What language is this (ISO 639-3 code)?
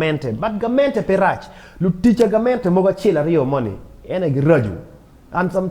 ach